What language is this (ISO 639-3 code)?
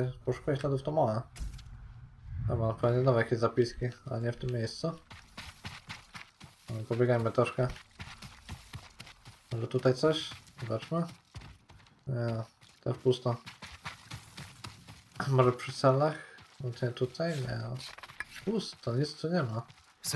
pol